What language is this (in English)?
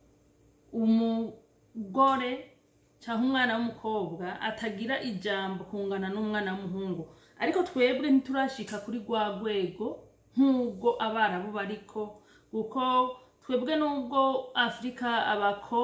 Rundi